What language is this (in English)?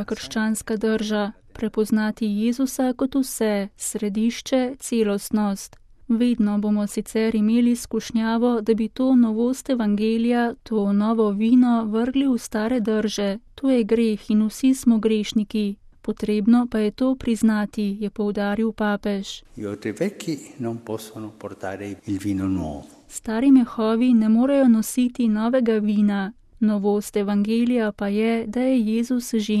Slovenian